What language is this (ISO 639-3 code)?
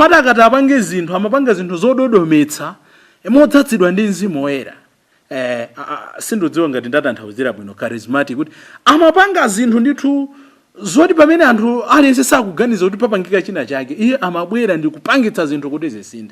nya